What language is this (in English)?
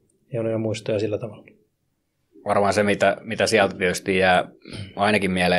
Finnish